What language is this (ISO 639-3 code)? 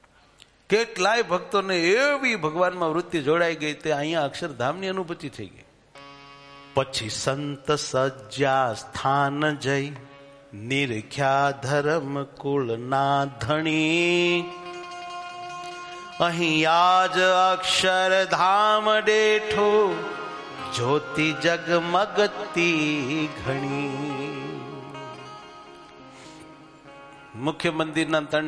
guj